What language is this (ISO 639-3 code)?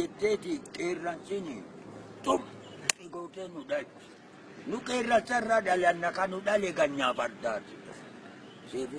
orm